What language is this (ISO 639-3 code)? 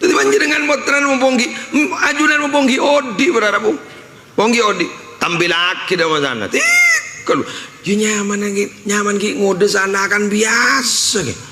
mad